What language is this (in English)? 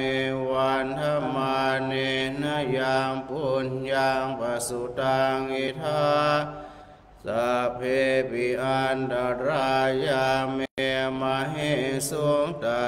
Pali